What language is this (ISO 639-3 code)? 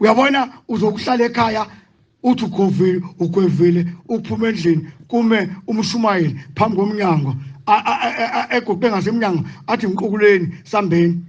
zul